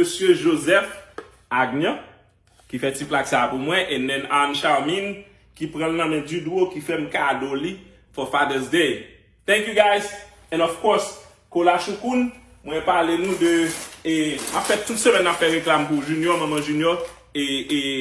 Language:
Haitian Creole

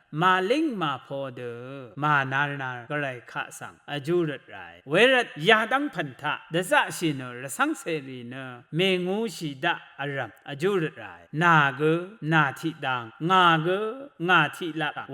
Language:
Rawang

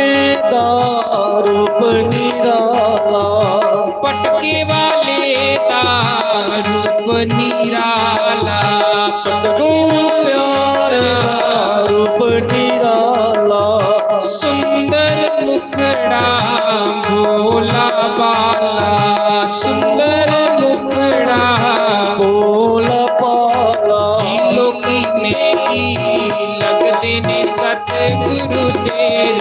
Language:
Dogri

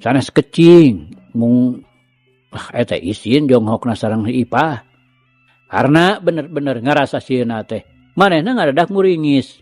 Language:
Sundanese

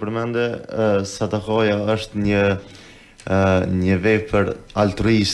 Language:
Albanian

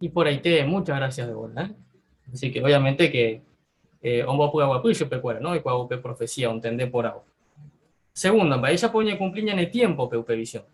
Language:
Guarani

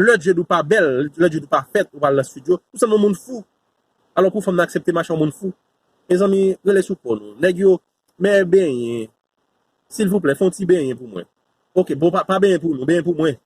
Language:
Haitian Creole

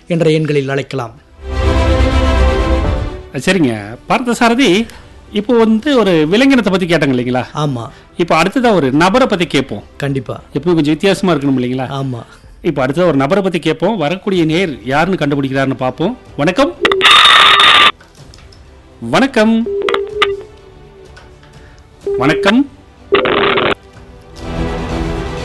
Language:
Tamil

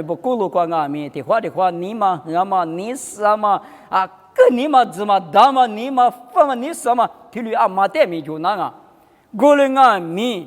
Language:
Lisu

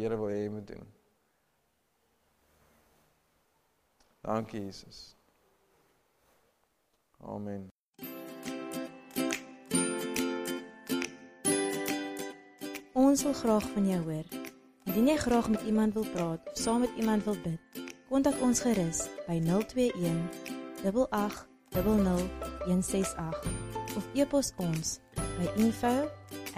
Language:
Afrikaans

